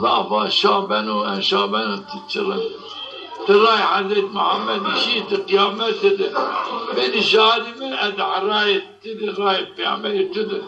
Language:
Zaza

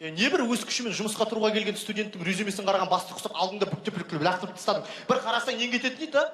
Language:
Kazakh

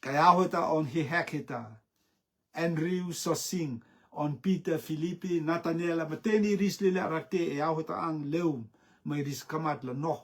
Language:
Rotuman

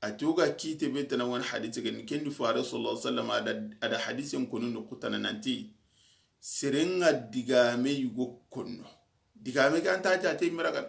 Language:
Soninke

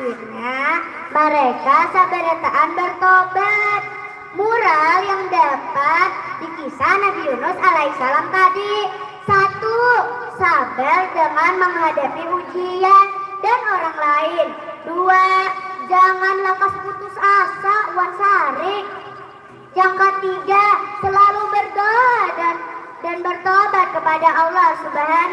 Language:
Banjar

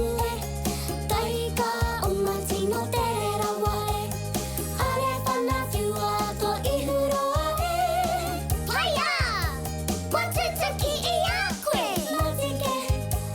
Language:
Māori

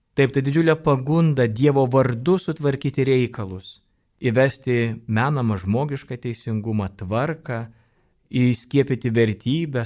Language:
Lithuanian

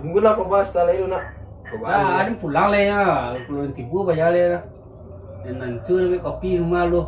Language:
Minangkabau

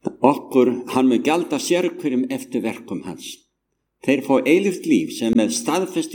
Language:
Icelandic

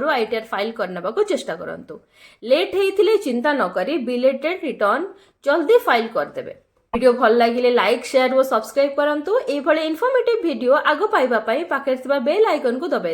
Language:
Odia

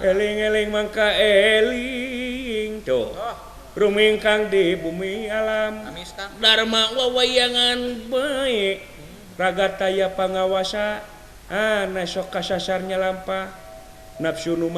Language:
Sundanese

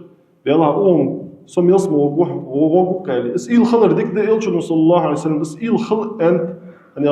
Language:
Ingush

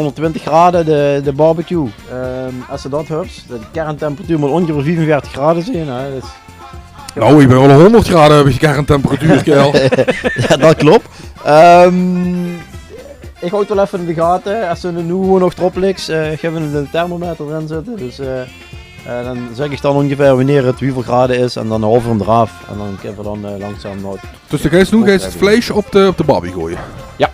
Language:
Limburgish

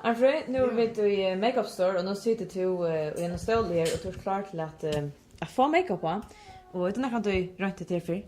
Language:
Faroese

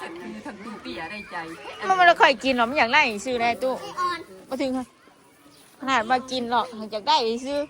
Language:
Northeastern Thai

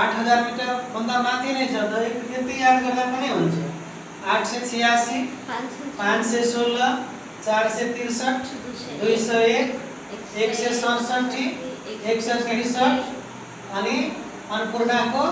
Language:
Nepali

